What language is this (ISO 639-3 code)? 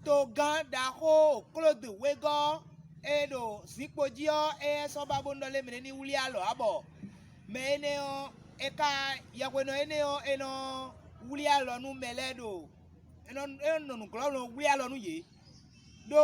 fon